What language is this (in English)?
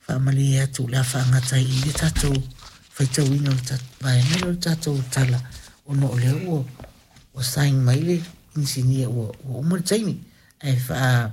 Samoan